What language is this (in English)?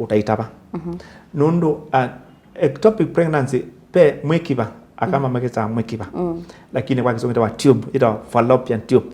Kamba